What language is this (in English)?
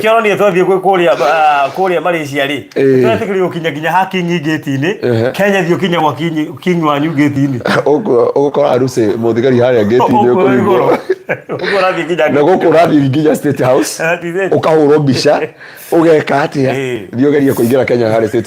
Kikuyu